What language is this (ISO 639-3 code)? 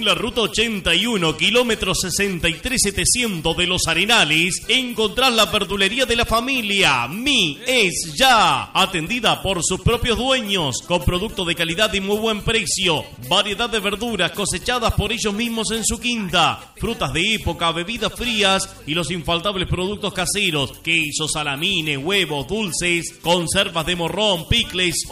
spa